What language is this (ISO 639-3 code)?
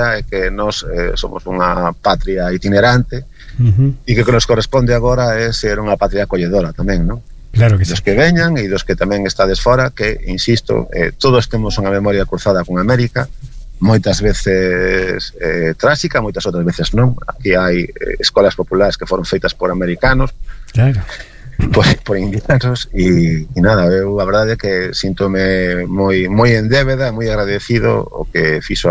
glg